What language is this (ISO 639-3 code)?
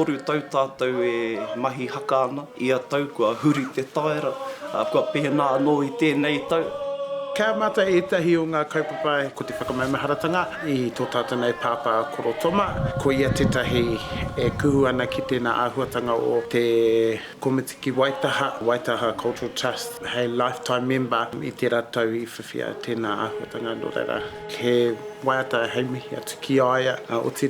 mri